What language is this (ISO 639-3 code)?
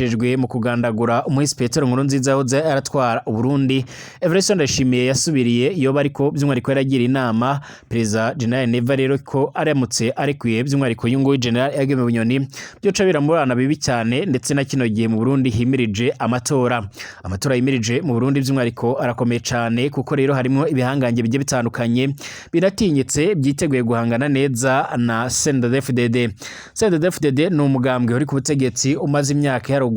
run